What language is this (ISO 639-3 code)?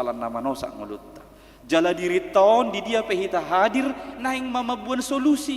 bbc